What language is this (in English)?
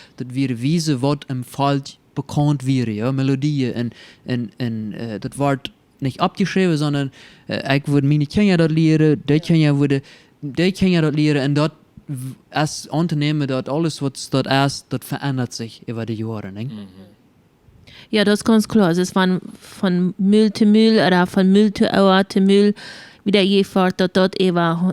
Plautdietsch